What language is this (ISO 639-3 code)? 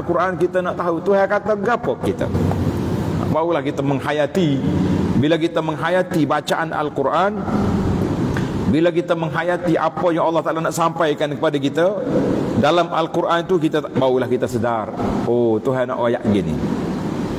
msa